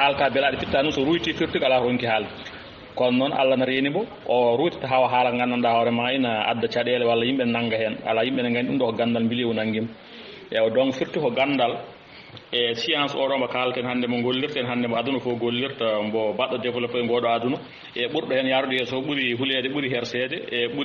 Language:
Fula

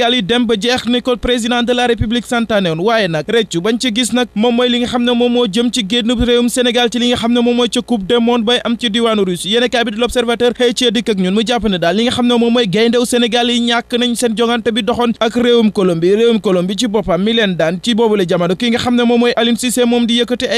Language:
Wolof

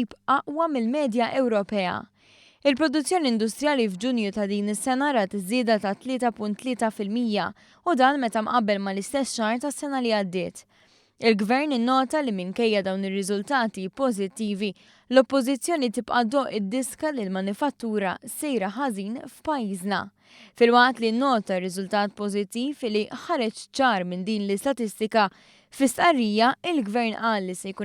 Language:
Maltese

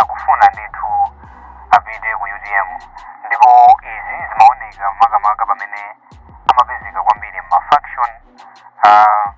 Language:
Nyanja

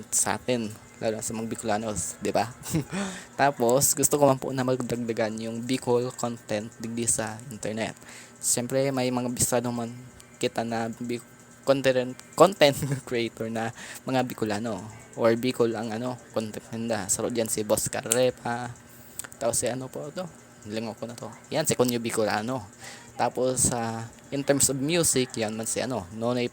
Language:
Bikol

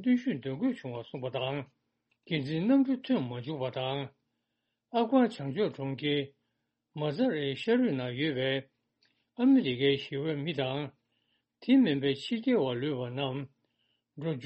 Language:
Tibetan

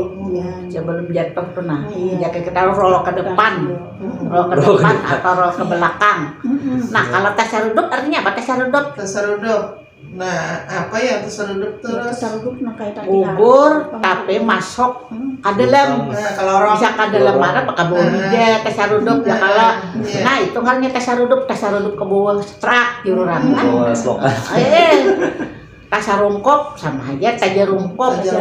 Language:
Banjar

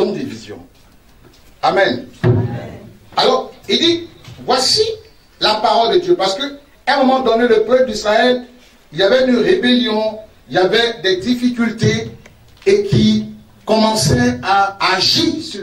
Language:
French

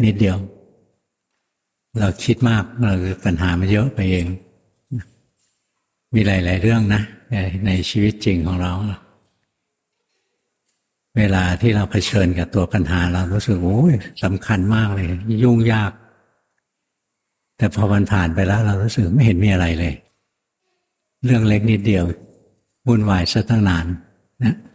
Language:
Thai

